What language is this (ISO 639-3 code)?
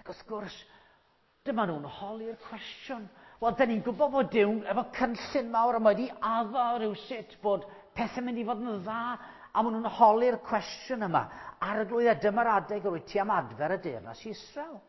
cym